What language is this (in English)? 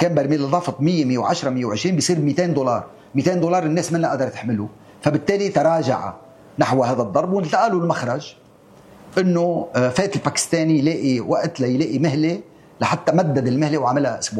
North Levantine Arabic